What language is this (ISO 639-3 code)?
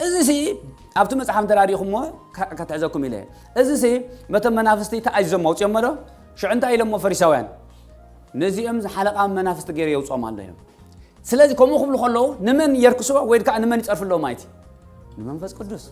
tir